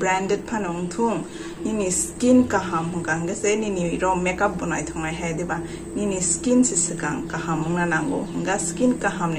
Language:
Kok Borok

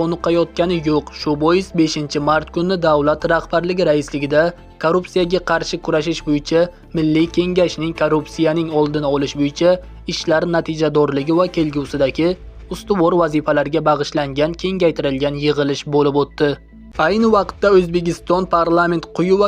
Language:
Uzbek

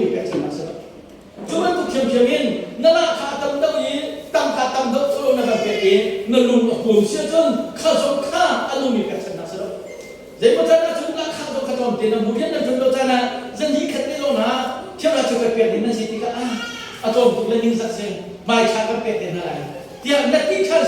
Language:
Hakha Chin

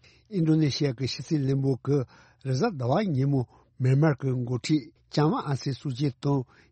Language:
Tibetan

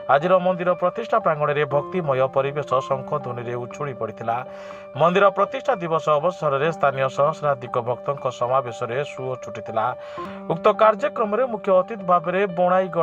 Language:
Odia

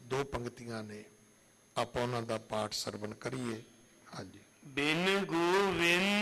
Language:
Punjabi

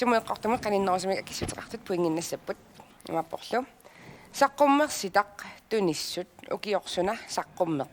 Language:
Kalaallisut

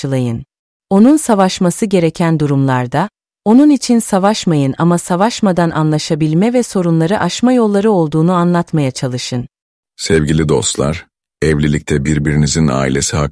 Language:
Turkish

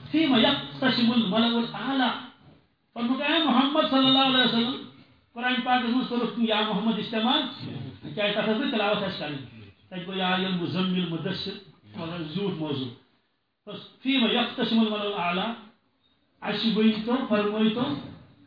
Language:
Kashmiri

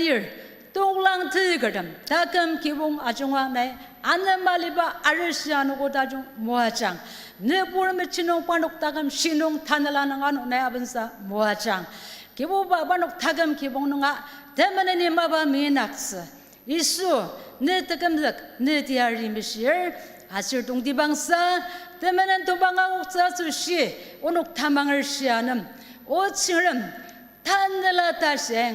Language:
Ao Naga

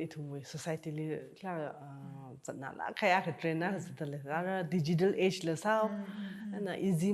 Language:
Tangkhul Naga (India)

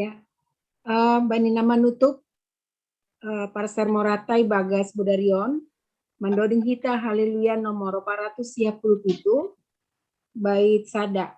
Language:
Batak Simalungun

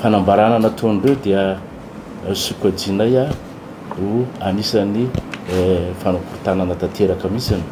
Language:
Malagasy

